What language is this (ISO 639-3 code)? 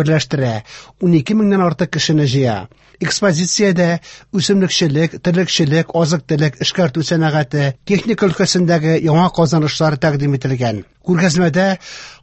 tat